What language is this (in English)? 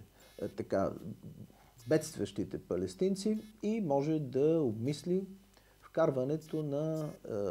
Bulgarian